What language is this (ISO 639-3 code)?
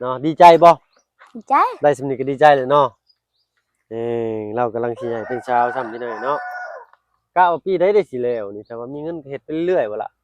lao